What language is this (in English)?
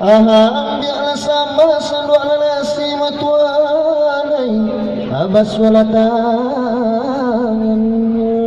Minangkabau